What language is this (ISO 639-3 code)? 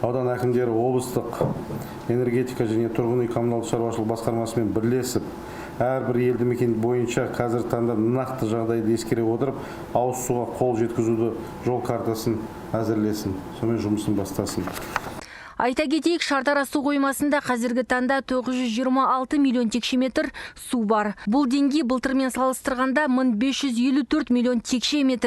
kaz